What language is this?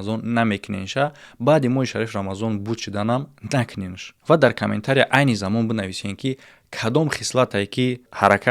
Tajik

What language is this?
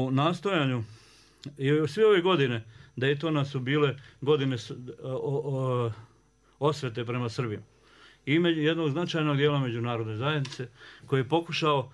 Bosnian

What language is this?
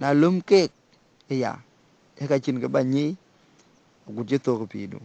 Dinka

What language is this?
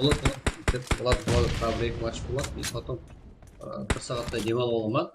Kara-Kalpak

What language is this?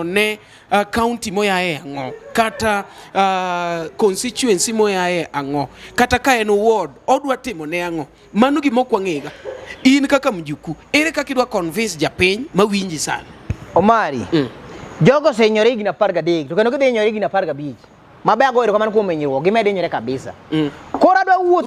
Luo (Kenya and Tanzania)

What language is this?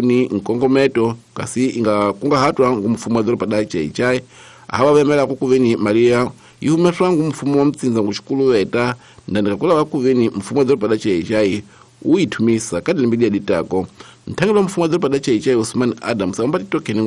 Tsonga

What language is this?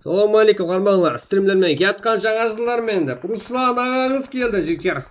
Kara-Kalpak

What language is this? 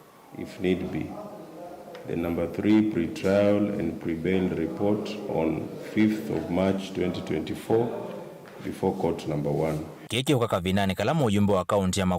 Kamba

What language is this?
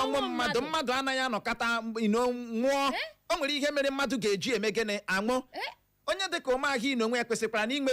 Igbo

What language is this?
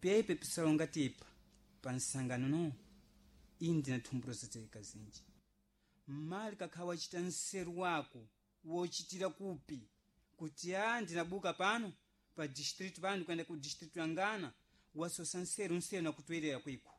Sena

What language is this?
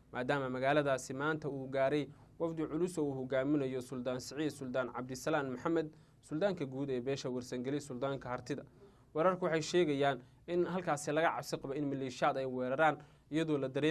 Somali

